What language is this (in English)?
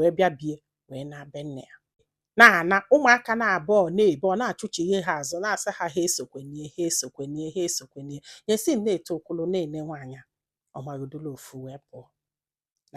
Igbo